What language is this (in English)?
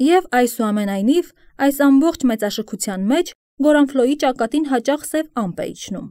Armenian